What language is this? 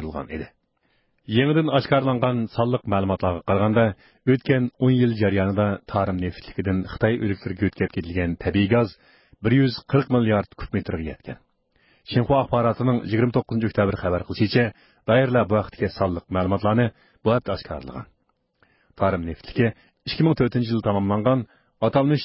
Uyghur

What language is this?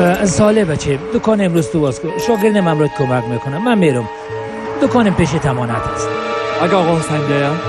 Persian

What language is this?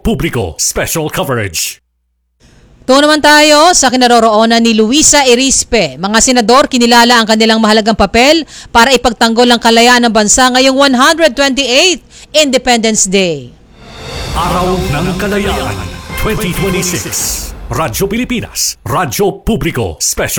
Filipino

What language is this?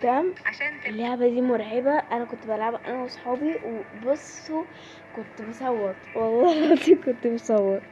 Egyptian Arabic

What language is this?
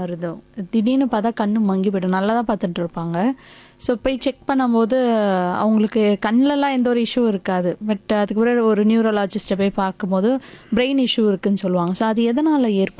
Tamil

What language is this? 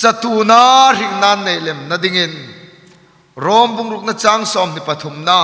Hmar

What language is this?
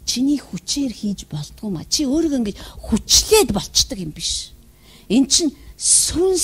Mongolian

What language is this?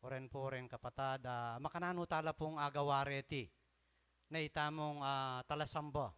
Pampanga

